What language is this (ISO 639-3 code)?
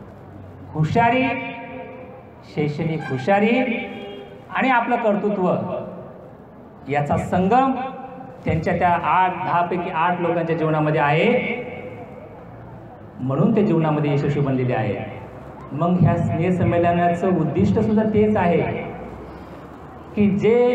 mar